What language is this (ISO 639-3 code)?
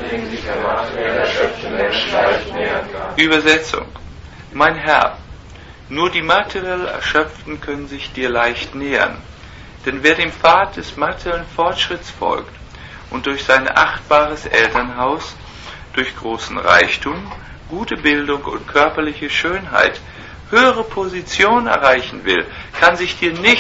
deu